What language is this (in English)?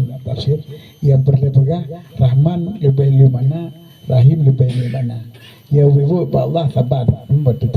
Achinese